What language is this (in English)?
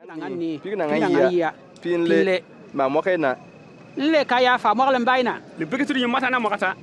Bimoba